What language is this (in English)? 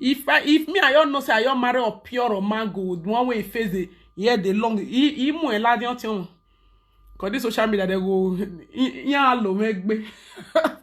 Nigerian Pidgin